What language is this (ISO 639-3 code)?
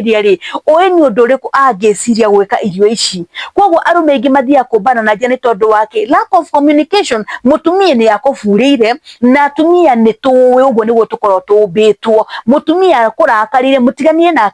kik